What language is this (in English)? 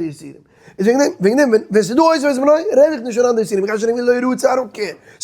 Yiddish